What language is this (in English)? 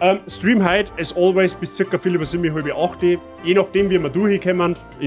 Bavarian